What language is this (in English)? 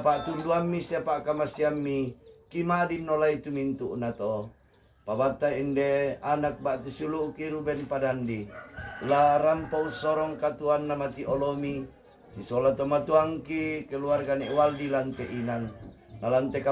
Toraja-Sa'dan